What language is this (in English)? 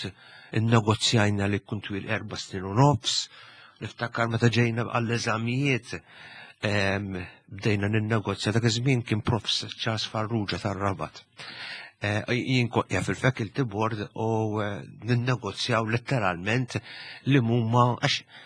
Maltese